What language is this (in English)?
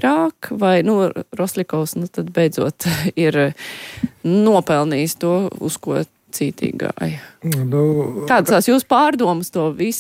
Latvian